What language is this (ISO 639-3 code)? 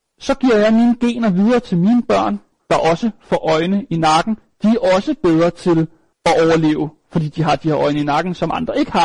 dan